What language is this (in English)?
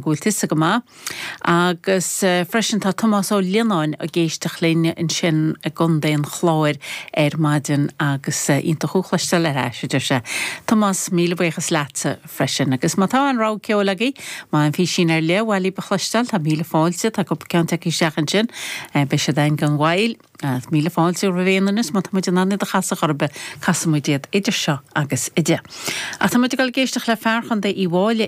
Irish